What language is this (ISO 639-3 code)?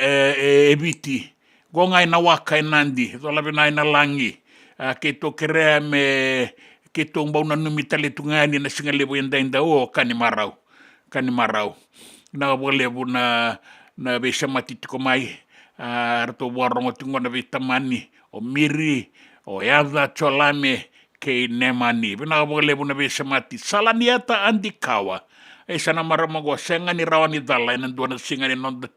fij